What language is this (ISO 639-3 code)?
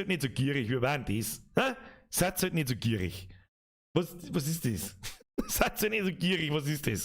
bar